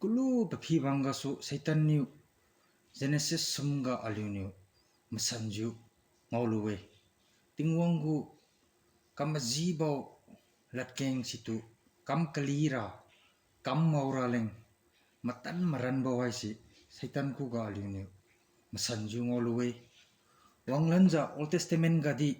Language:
Liangmai Naga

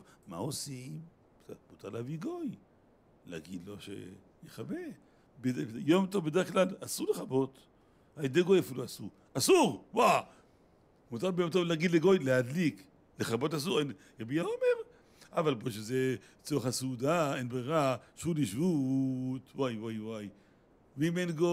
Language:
Hebrew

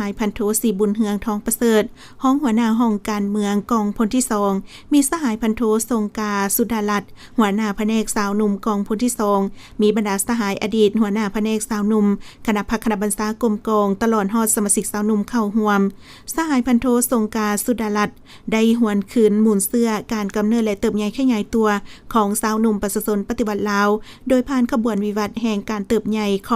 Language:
Lao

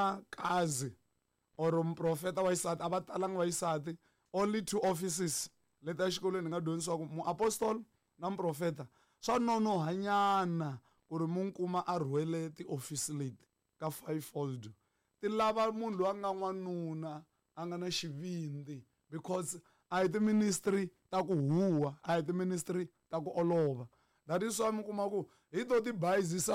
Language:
Tsonga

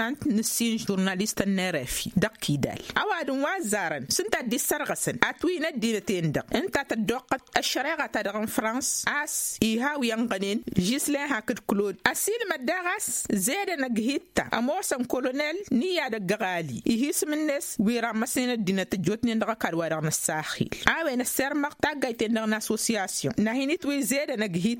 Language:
Tamasheq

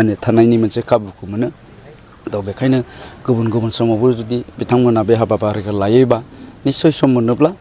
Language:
Bodo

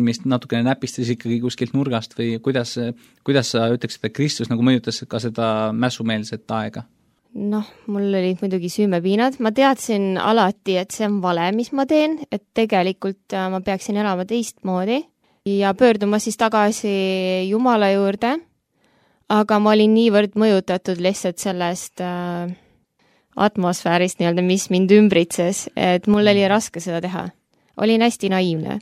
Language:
Estonian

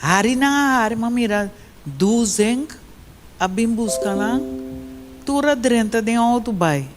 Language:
Papiamento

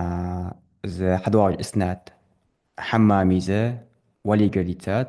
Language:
Ingush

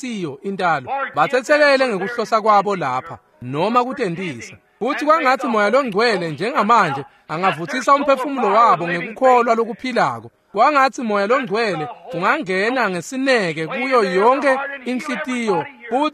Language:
Swati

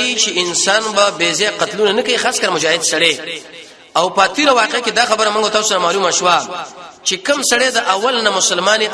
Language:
Pashto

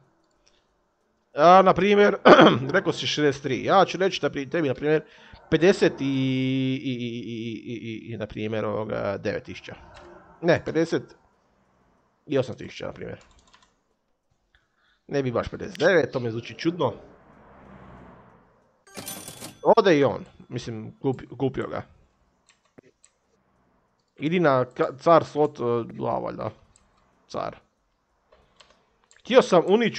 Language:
Croatian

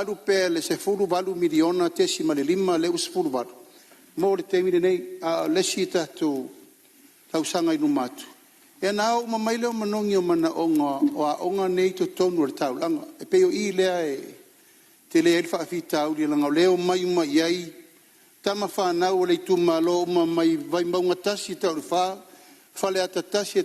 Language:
Samoan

